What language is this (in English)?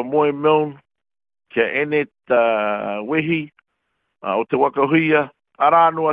Māori